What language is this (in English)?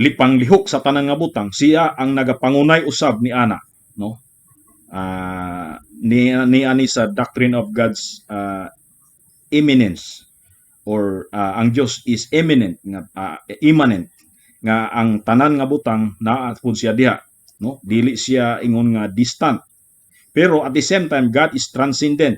Cebuano